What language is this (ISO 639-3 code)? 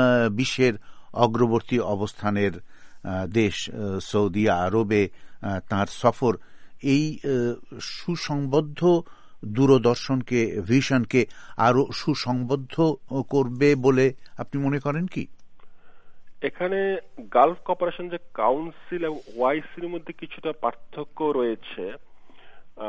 ben